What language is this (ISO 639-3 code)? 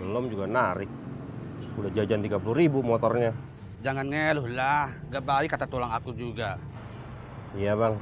bew